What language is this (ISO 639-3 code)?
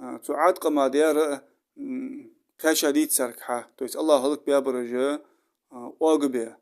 inh